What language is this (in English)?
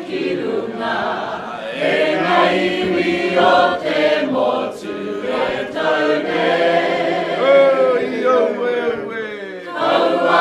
Māori